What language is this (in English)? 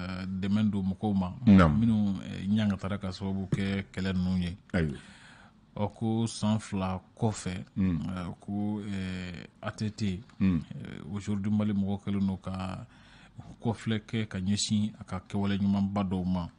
Bambara